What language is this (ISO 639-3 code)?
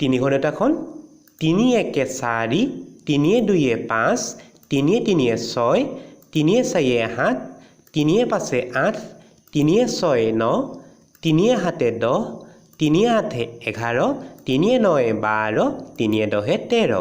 asm